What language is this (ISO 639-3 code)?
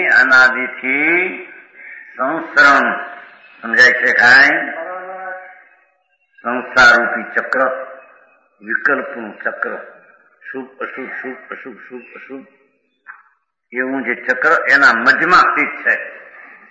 guj